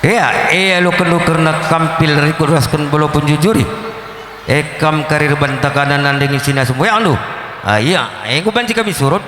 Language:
Batak Karo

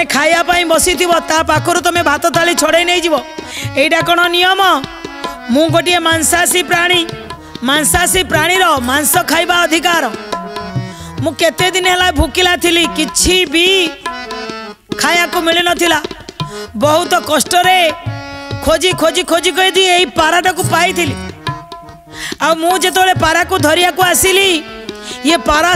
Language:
Odia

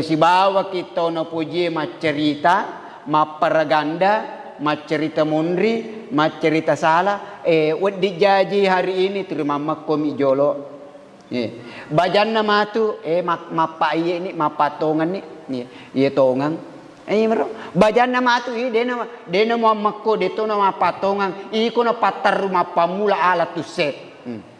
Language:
Buginese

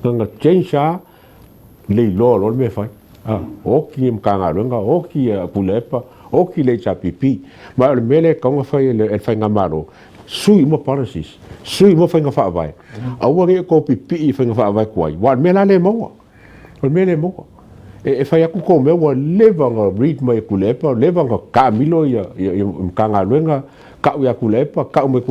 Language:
Samoan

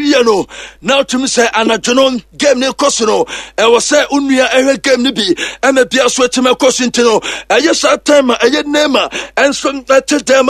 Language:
Akan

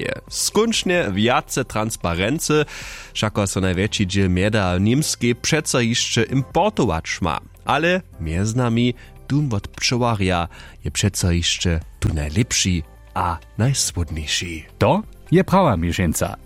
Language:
Upper Sorbian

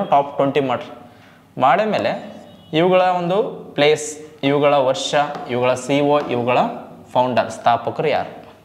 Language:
Kannada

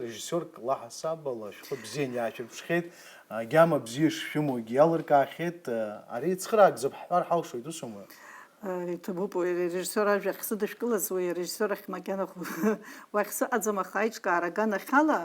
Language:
Abkhazian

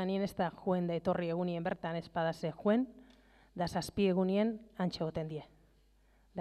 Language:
Basque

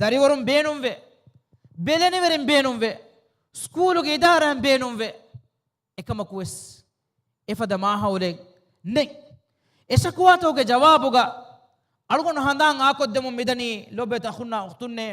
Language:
Divehi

